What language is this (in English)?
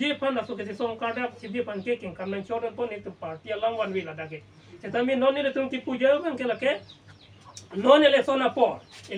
Karbi